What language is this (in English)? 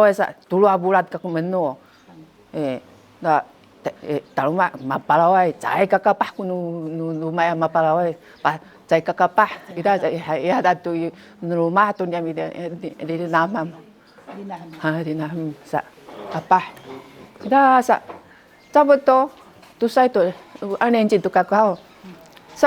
Sakizaya